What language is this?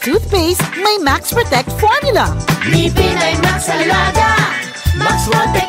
Bikol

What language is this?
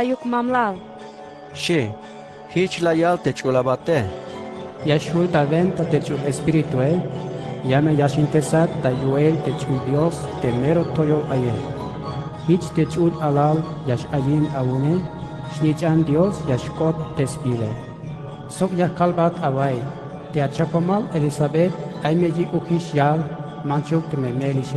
Tzeltal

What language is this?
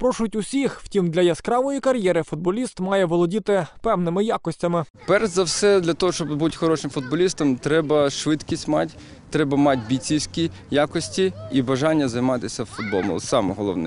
Ukrainian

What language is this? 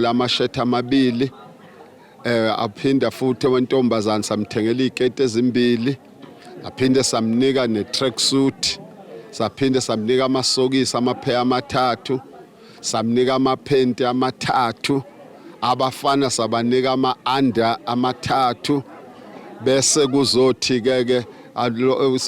Zulu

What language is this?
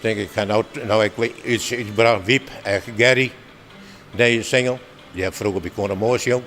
Western Frisian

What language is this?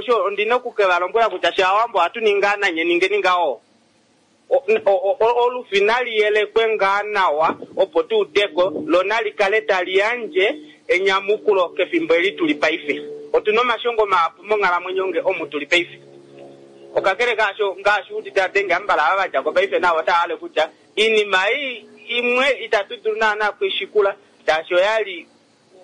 Kuanyama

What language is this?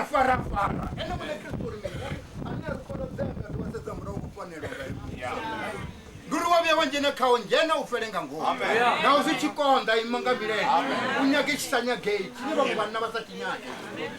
Venda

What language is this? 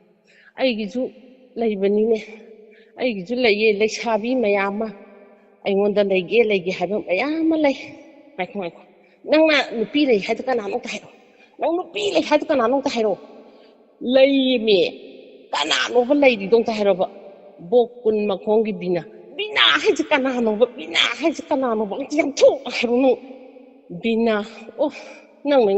Manipuri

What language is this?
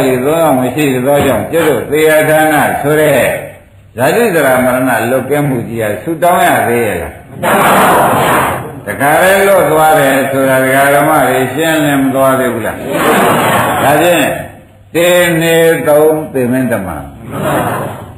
Burmese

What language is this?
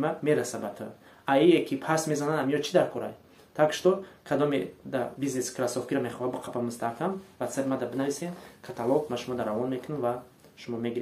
Tajik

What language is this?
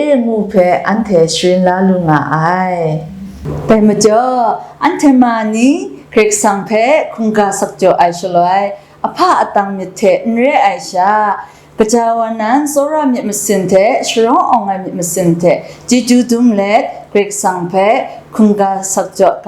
Kachin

